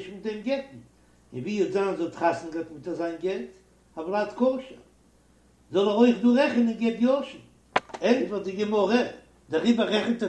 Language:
Yiddish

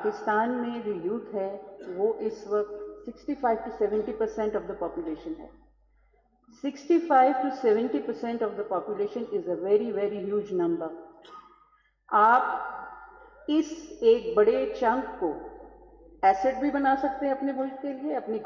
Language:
Urdu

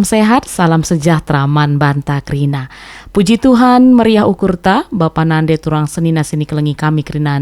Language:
Batak Karo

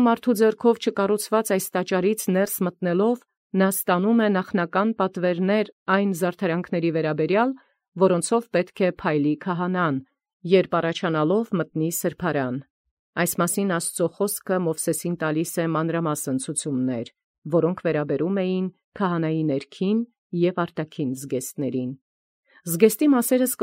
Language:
Armenian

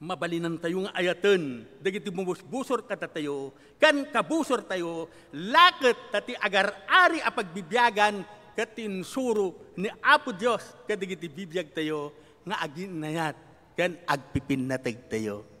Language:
Iloko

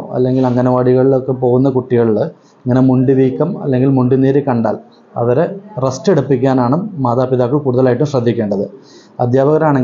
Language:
Malayalam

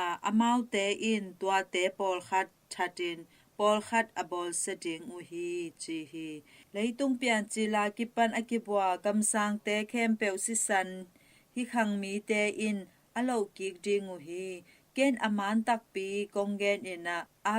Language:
Tedim Chin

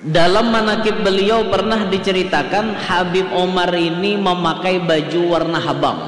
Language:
Banjar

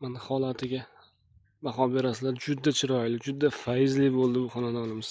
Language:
Uzbek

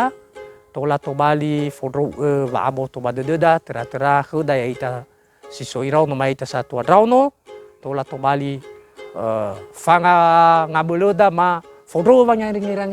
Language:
Nias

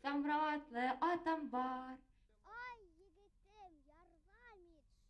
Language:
Bashkir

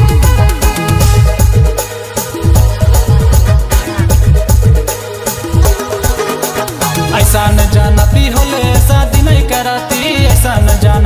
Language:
Bhojpuri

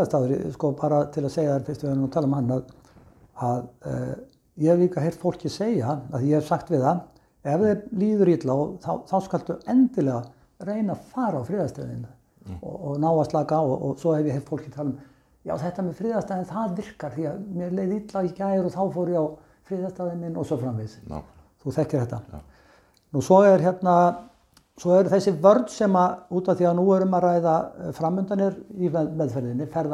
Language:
Icelandic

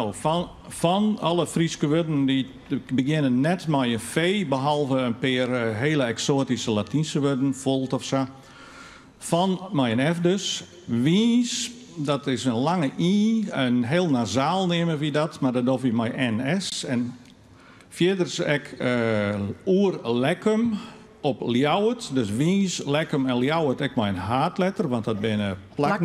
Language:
Western Frisian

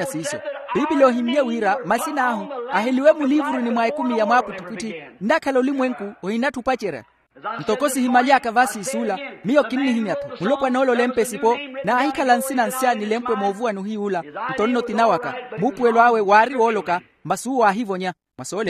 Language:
Makhuwa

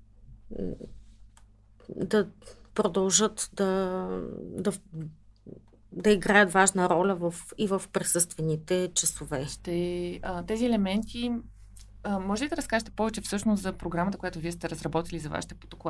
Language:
Bulgarian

